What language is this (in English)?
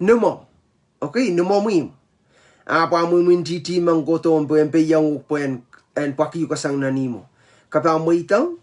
Pohnpeian